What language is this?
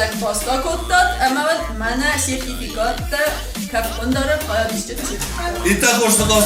Ossetic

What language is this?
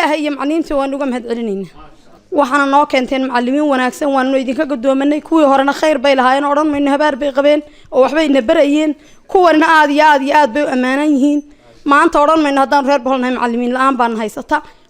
Somali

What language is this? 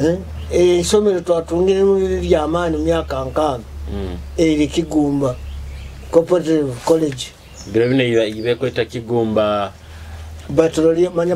Nyoro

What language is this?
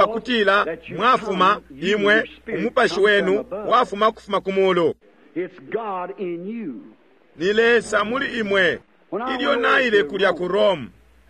Bemba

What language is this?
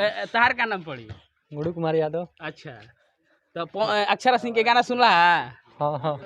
Bhojpuri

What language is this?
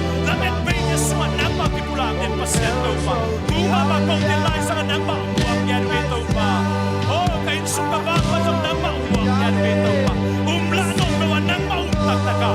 Tedim Chin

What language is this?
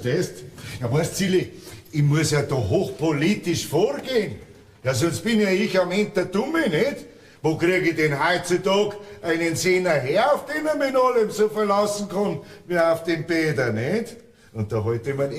Bavarian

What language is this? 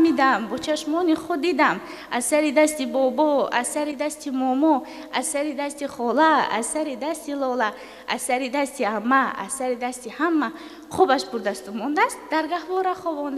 Tajik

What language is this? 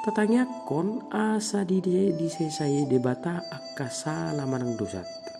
Batak Toba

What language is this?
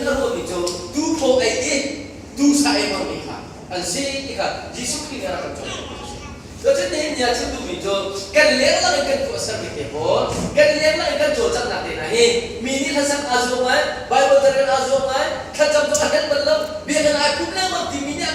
Hakha Chin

